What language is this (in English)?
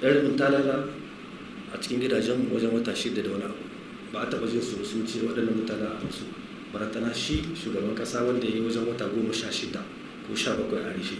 Hausa